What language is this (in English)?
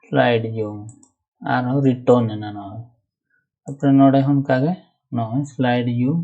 Santali